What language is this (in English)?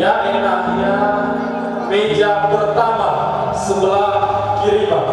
Nias